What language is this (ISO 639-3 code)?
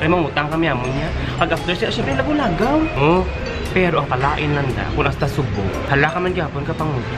hil